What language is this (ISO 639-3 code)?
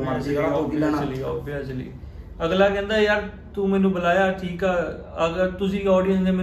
pan